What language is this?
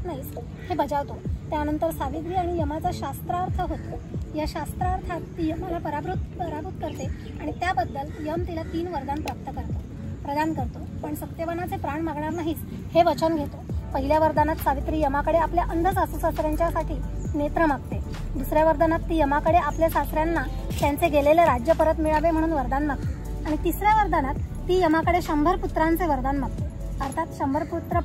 Marathi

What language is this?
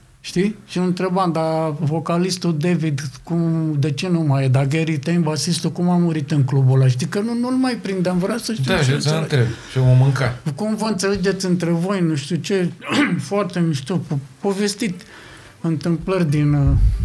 Romanian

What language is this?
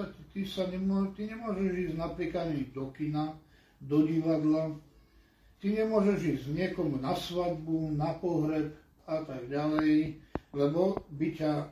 Slovak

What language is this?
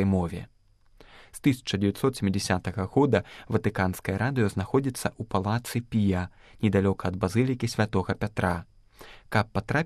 Belarusian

